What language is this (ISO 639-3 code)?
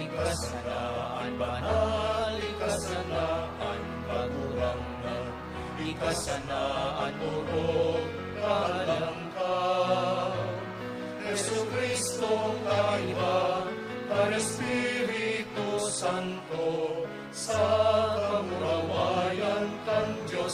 bik